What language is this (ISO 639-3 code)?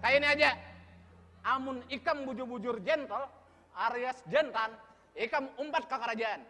bjn